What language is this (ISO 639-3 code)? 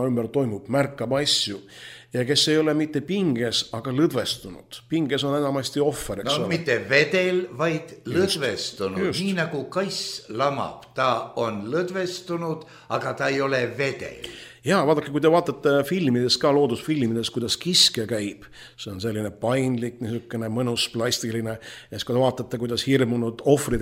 est